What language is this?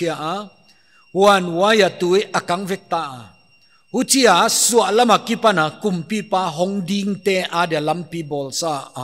Paite Chin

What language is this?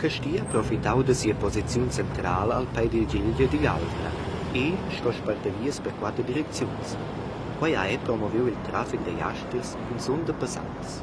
Romansh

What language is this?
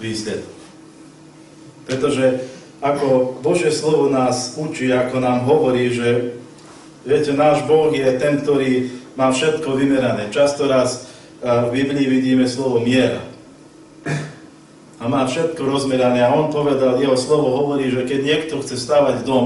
Slovak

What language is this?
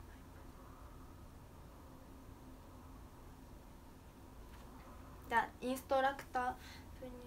Japanese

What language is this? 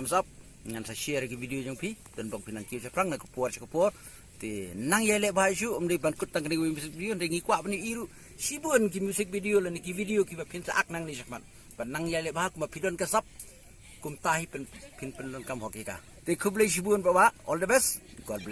Khasi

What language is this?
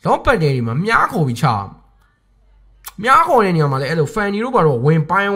Burmese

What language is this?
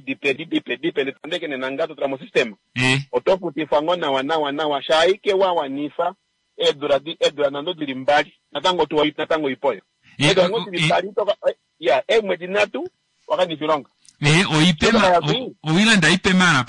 Kuanyama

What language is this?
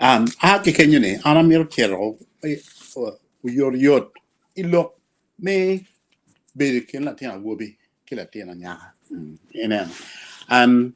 Acoli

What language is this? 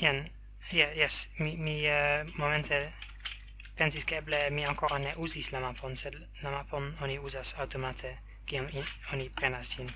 Esperanto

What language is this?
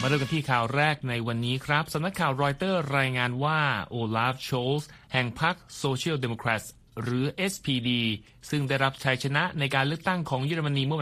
Thai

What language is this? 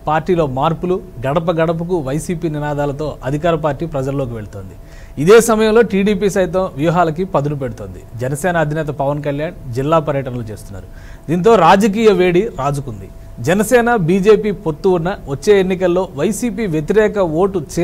Telugu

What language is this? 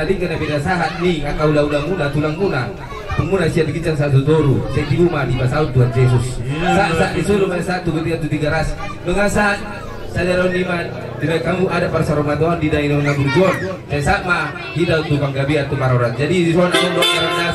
Batak Toba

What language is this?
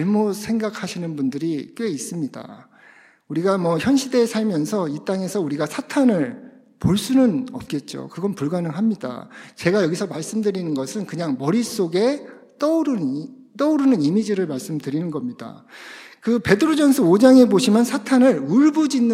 Korean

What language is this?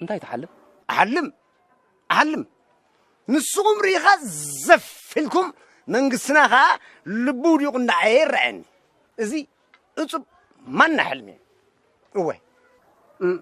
Tigrinya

